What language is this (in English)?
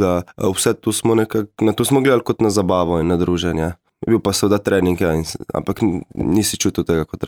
Slovenian